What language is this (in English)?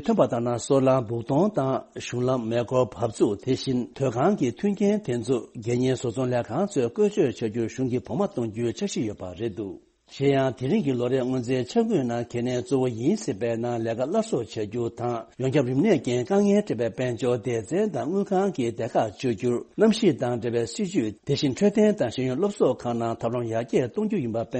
Tibetan